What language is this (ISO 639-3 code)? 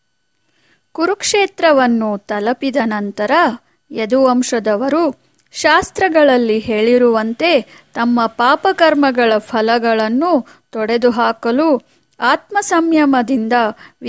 kan